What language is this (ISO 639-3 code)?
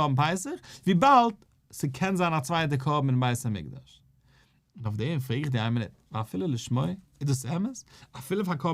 yid